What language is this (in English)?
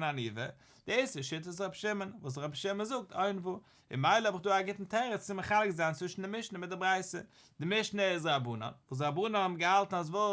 Yiddish